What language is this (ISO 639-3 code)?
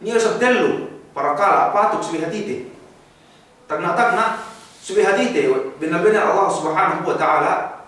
yka